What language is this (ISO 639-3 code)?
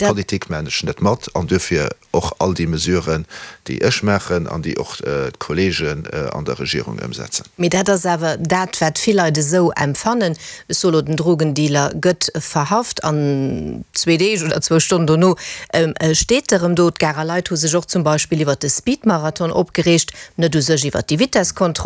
ltz